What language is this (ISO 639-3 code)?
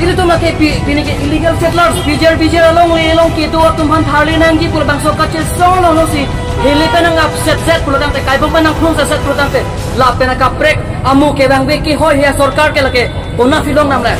mjw